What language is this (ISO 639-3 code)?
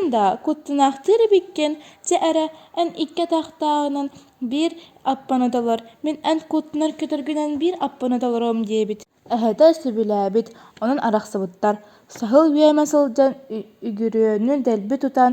sah